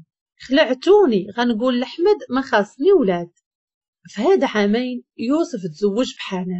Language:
Moroccan Arabic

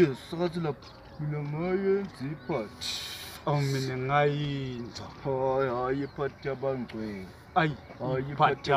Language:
Zulu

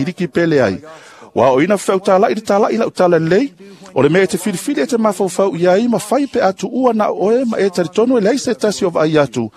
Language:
Samoan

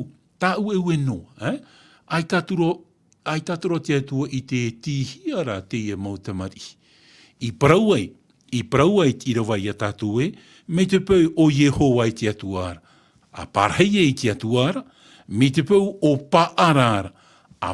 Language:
Tahitian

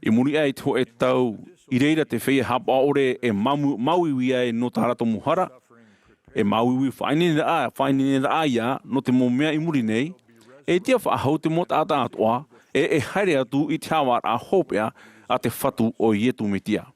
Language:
Tahitian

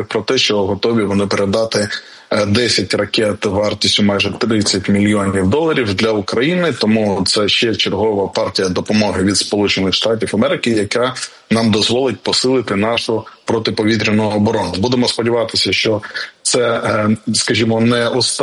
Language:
Ukrainian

